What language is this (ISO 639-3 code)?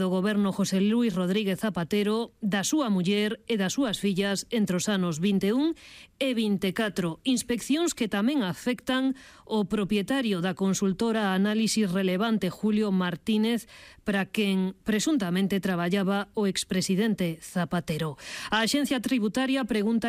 glg